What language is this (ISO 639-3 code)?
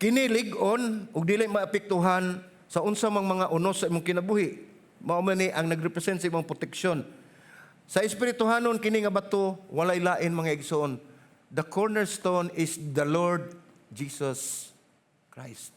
ceb